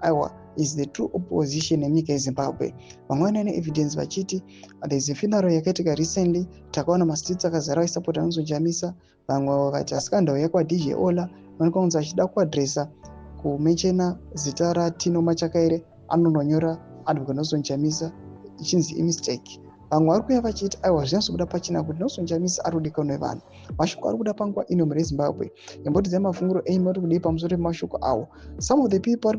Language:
Shona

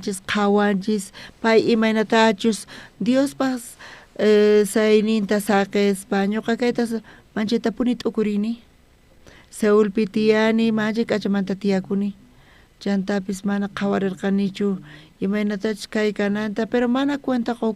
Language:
South Bolivian Quechua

